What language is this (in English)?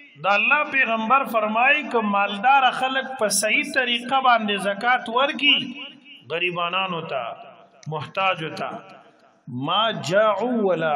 Pashto